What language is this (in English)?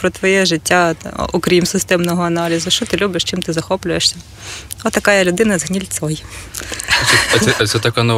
Ukrainian